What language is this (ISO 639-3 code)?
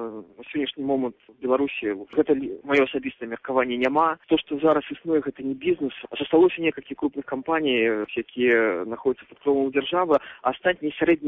bel